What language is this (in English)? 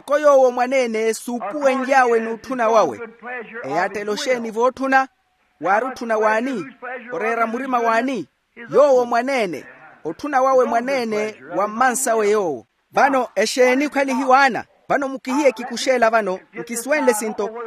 Makhuwa